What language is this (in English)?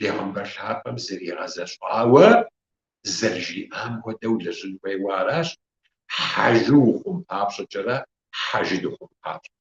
Kabardian